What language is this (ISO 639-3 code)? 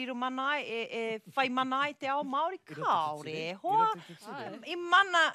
mri